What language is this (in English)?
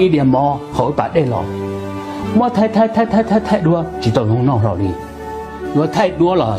Hmong